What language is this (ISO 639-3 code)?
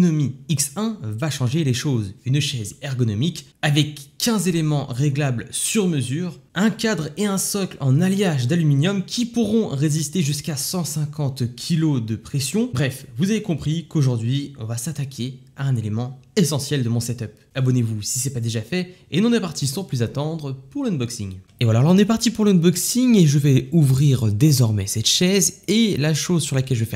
fra